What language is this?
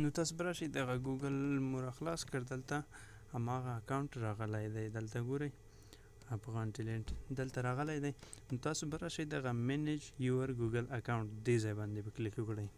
Pashto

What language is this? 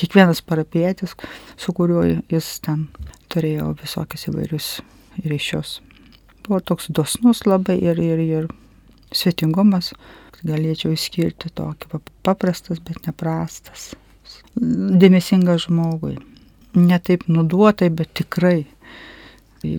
Lithuanian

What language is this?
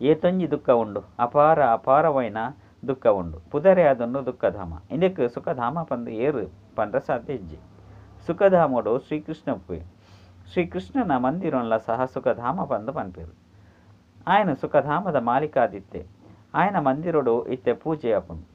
Tulu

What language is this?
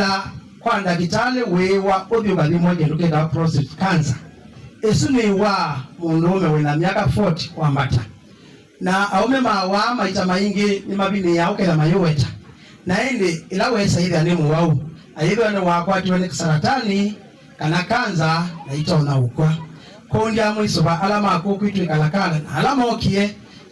Kamba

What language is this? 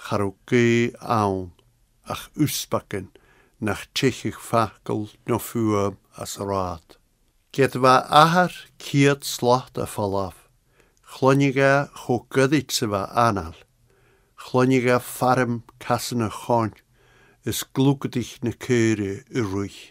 Scottish Gaelic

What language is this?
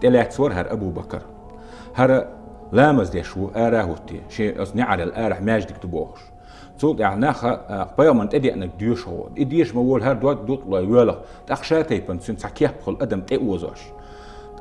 Chechen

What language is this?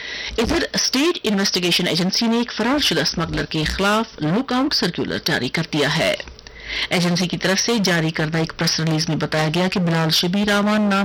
Urdu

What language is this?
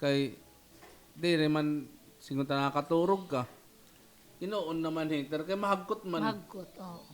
Waray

